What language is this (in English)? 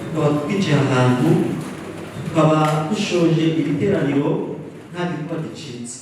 Kinyarwanda